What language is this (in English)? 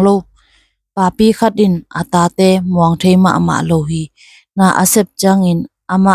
Tedim Chin